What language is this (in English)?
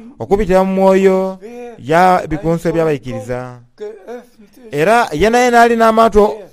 Soga